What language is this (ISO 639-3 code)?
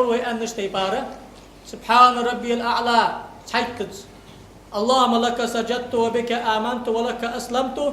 inh